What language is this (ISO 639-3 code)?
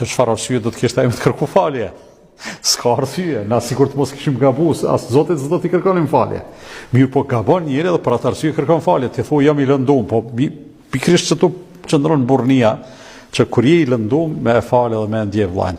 sqi